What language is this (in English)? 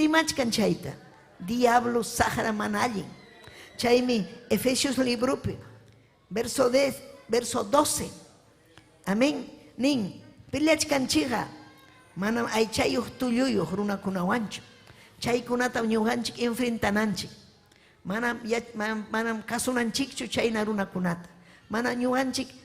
Ayacucho Quechua